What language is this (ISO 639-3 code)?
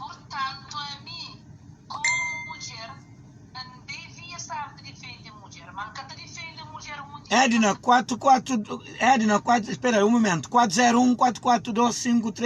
kea